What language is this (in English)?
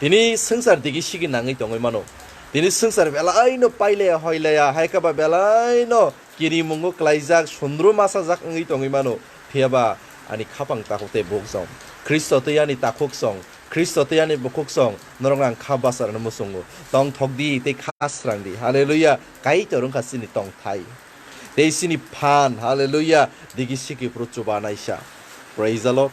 Kok Borok